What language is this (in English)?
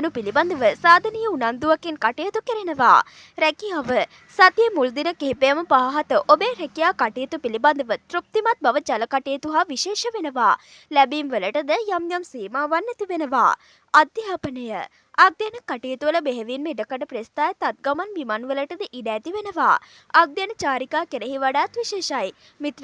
Sinhala